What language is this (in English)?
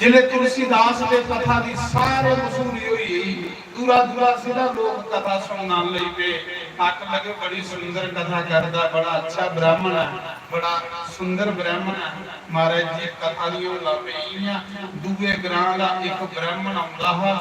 Dogri